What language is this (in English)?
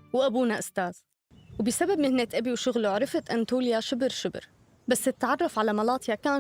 North Levantine Arabic